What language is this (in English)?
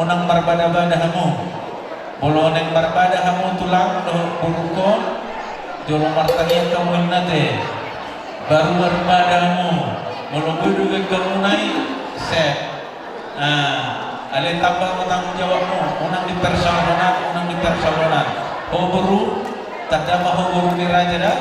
Batak Toba